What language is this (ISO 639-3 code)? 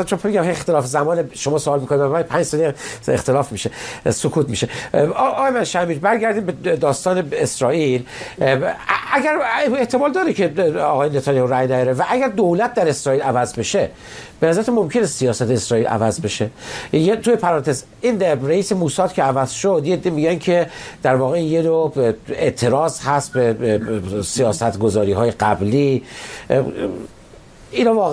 fas